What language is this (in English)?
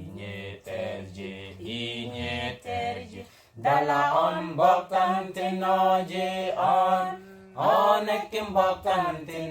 Mabaan